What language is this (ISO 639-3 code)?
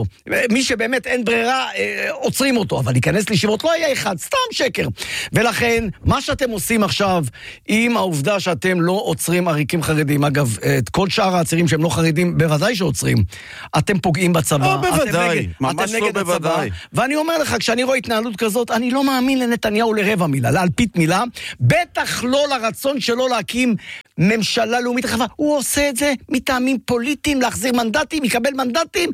heb